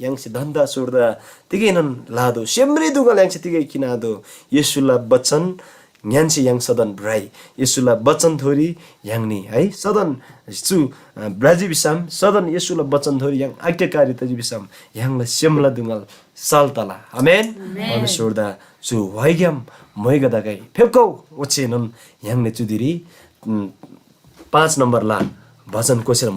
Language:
Eastern Tamang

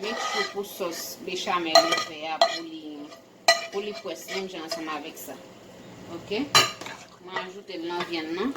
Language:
Haitian Creole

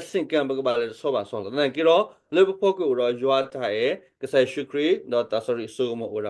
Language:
S'gaw Karen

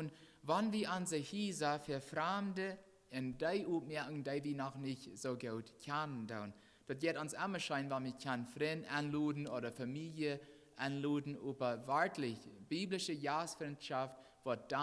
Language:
Plautdietsch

